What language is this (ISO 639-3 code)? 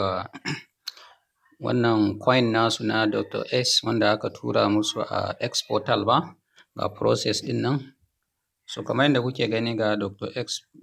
hau